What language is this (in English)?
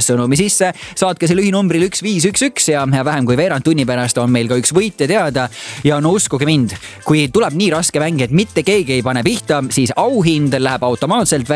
Estonian